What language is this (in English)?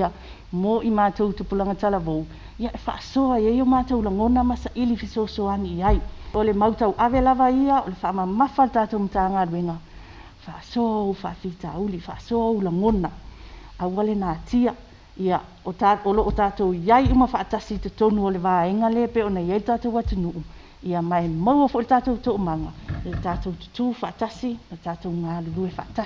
Samoan